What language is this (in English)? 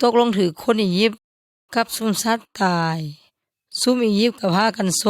Yoy